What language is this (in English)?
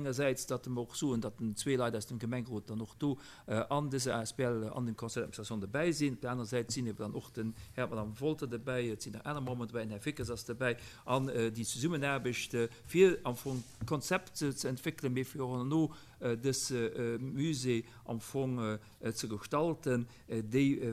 Luxembourgish